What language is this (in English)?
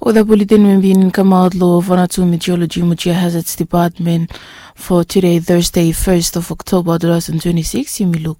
Bislama